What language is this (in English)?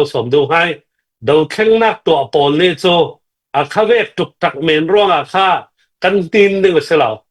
Falam Chin